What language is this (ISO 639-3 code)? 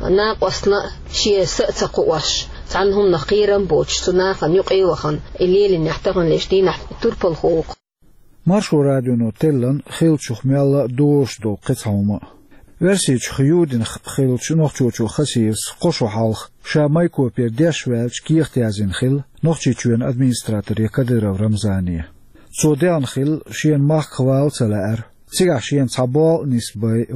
che